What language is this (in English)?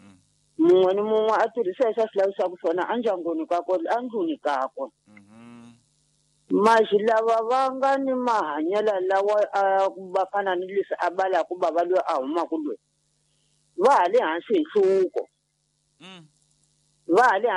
Tsonga